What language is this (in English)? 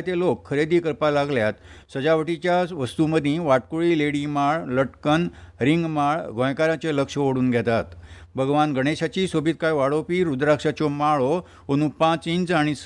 Konkani